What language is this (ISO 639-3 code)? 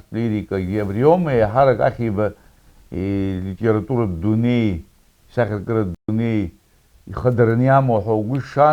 abk